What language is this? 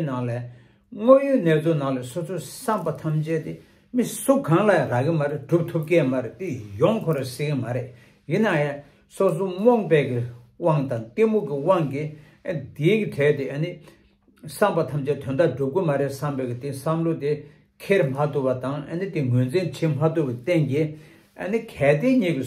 Tibetan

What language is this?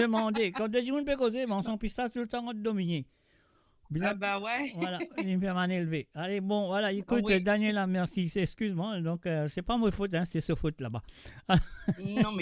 Morisyen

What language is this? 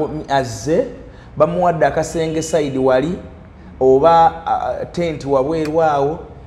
Ganda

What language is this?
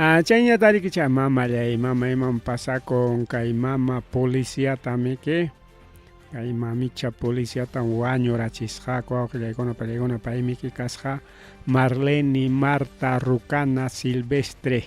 Ayacucho Quechua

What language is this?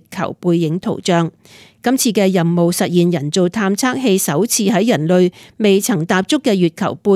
Cantonese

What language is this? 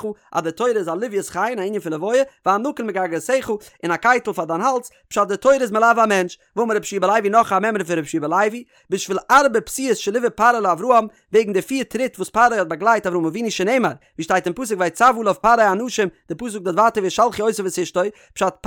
Yiddish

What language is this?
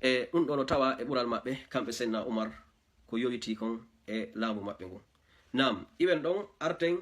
Fula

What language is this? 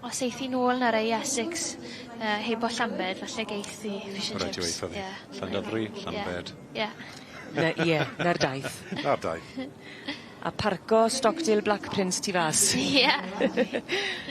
Welsh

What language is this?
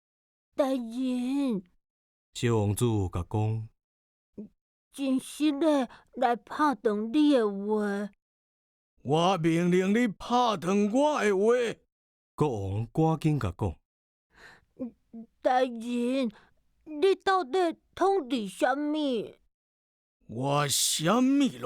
Min Nan Chinese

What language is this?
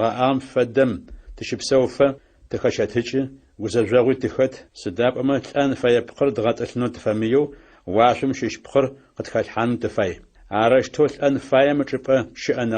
Adyghe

